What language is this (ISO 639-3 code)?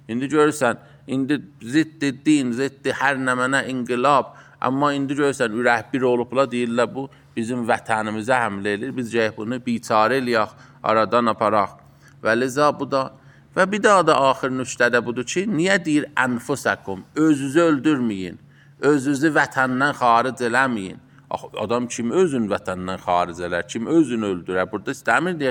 aze